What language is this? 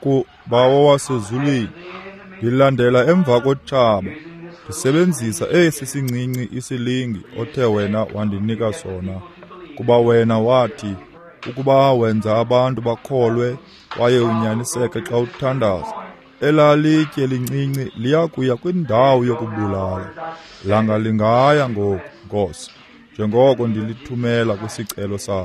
Xhosa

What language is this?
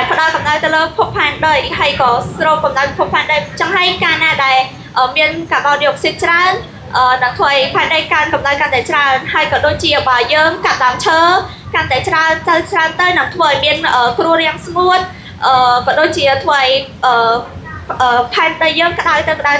Khmer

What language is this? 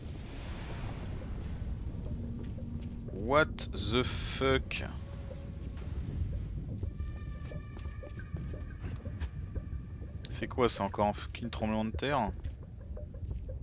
French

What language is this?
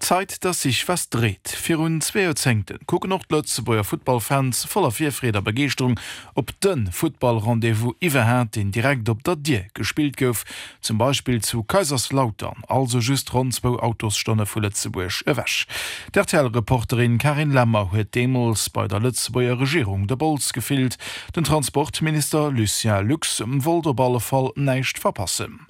Luxembourgish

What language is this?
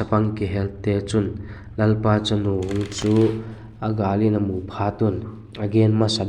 Vaiphei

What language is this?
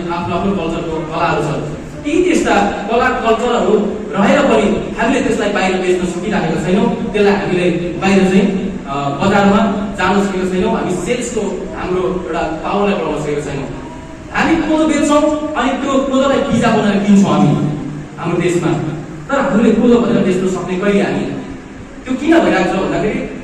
Nepali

